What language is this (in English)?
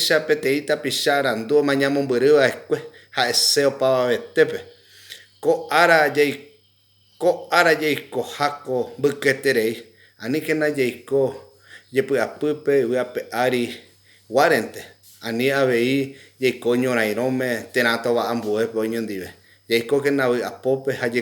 Guarani